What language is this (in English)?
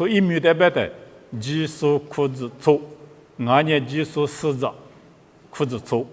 Lisu